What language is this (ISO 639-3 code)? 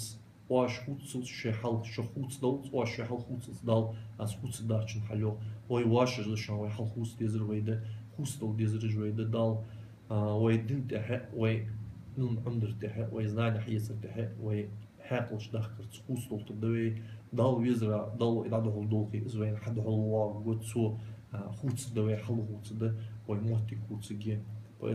inh